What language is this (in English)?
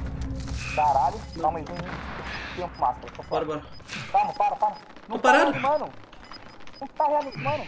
Portuguese